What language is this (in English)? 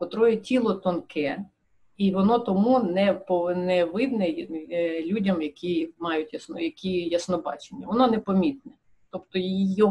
Ukrainian